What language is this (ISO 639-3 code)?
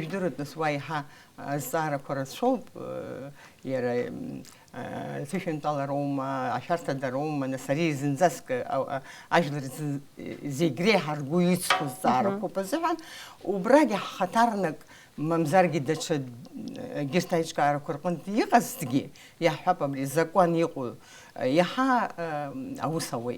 abk